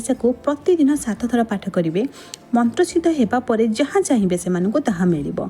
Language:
Odia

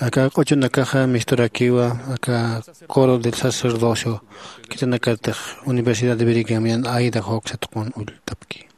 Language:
Aymara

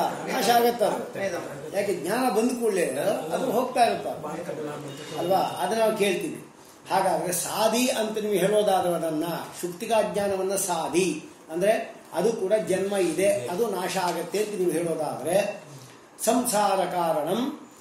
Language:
Kannada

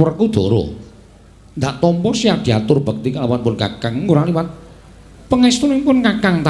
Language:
Javanese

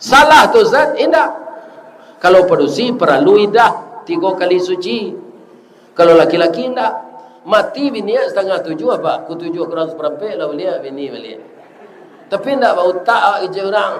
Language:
Minangkabau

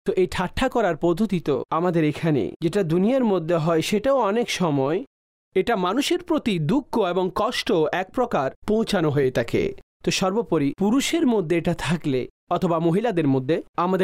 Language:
Bangla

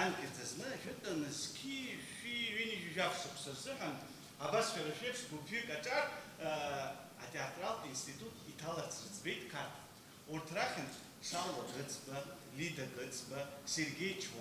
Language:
Abkhazian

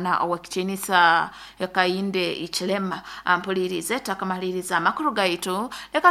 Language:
Nyoro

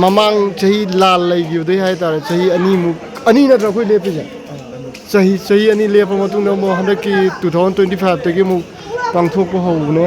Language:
Manipuri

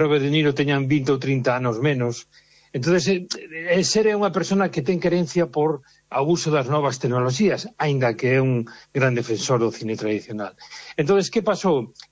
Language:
Galician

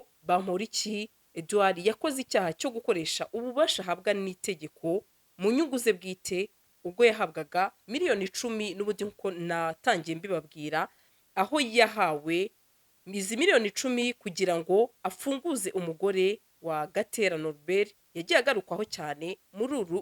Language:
Kinyarwanda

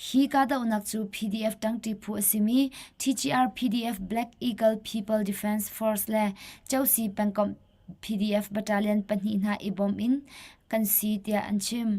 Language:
Hakha Chin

